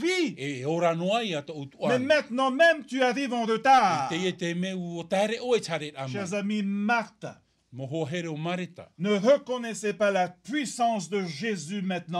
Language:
Tahitian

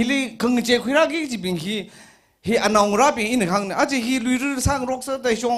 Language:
Tangkhul Naga (India)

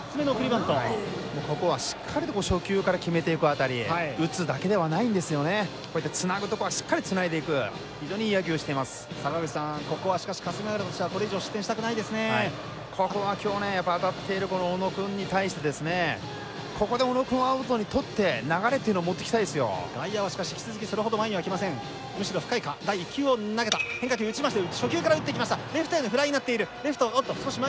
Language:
Japanese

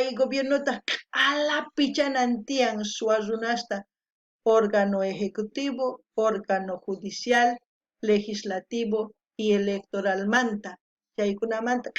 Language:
South Bolivian Quechua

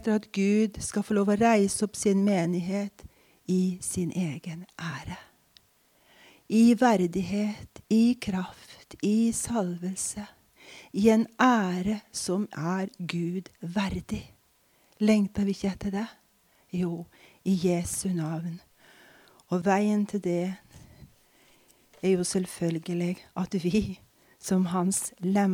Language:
Norwegian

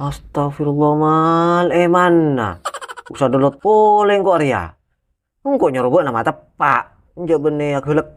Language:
Madurese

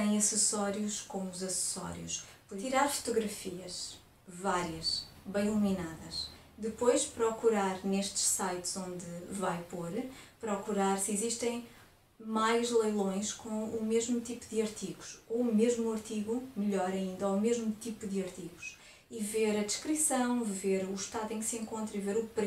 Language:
Portuguese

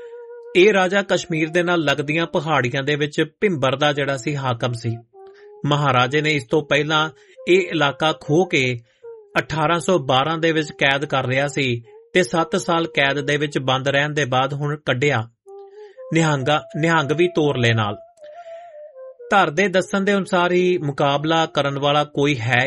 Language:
Punjabi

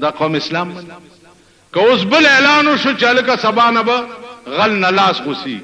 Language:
Pashto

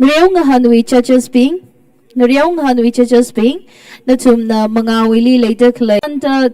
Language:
Tangkhul Naga (India)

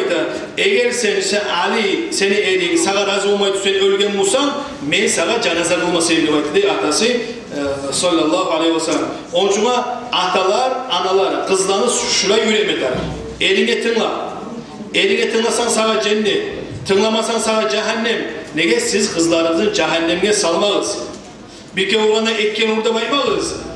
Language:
Kumyk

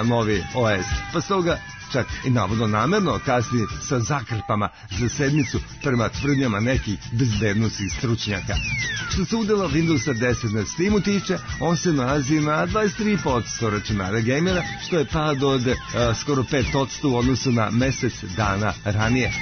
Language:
Serbian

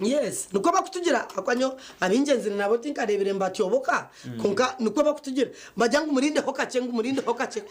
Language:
Nyankole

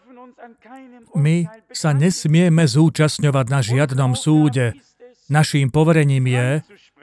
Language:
Slovak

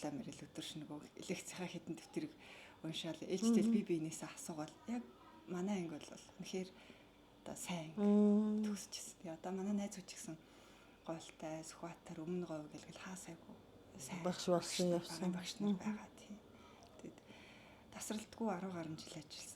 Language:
Mongolian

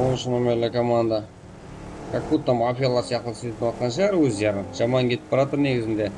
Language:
Kara-Kalpak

